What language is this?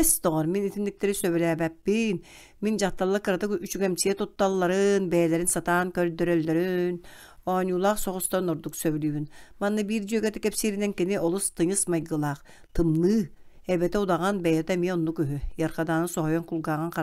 Yakut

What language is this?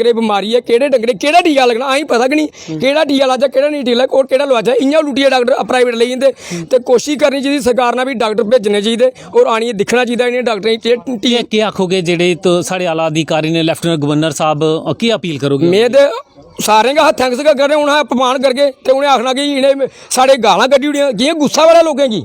Dogri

